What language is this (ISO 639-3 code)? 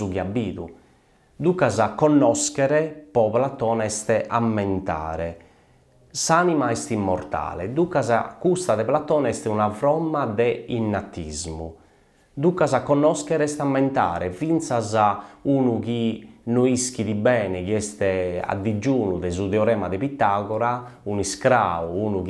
srd